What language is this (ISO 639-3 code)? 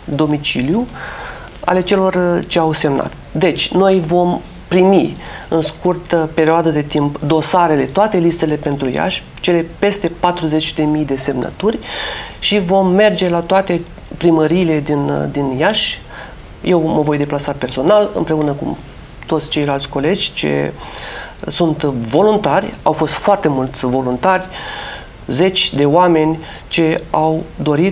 ron